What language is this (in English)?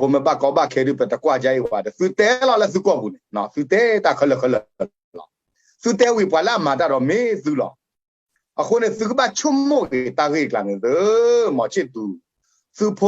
S'gaw Karen